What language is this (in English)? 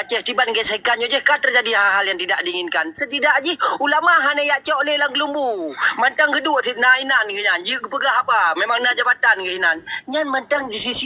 Achinese